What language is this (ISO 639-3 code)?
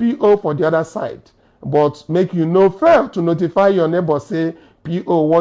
pcm